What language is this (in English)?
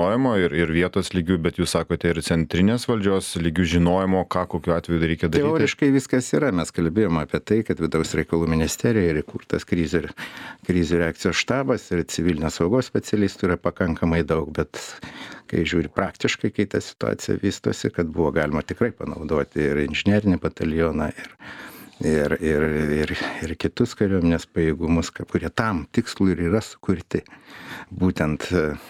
Lithuanian